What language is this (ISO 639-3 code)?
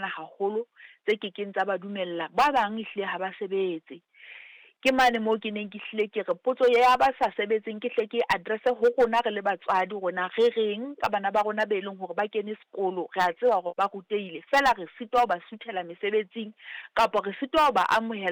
sot